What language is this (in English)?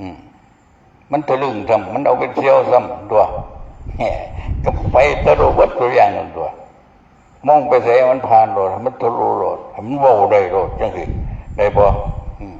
Northeastern Thai